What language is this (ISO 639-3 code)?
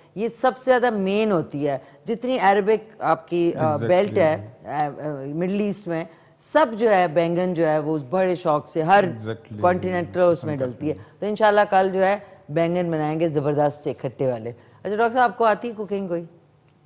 urd